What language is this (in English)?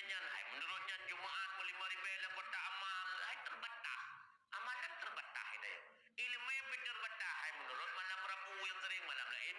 Achinese